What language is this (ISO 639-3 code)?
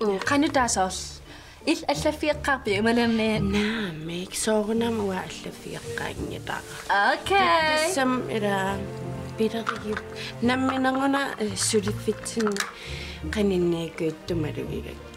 kal